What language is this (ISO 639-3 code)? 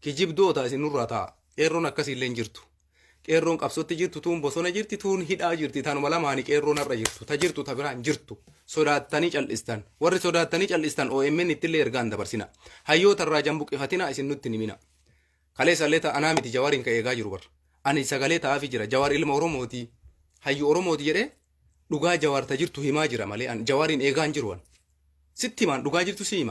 orm